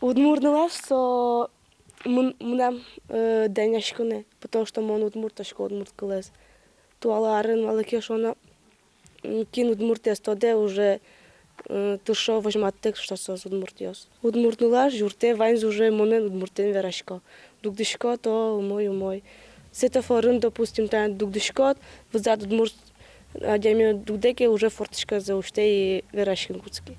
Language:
Udmurt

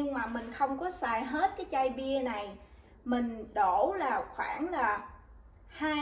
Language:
Vietnamese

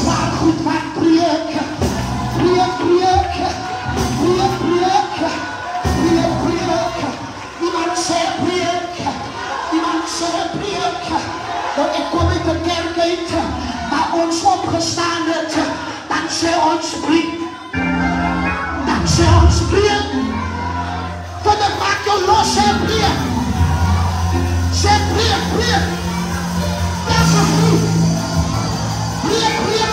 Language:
Afrikaans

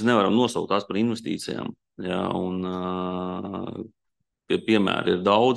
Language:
Latvian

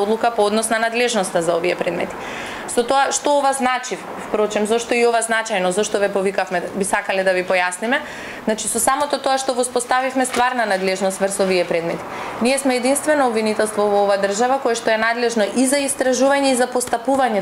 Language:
Macedonian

